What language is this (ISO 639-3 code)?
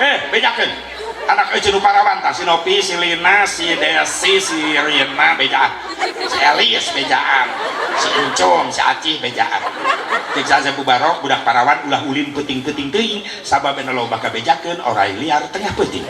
sun